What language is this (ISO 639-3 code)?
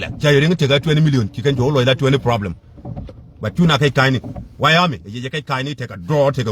nus